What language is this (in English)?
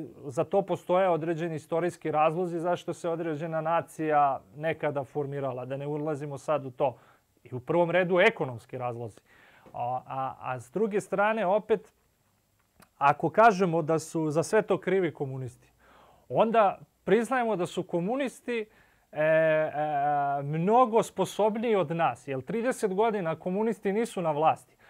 Serbian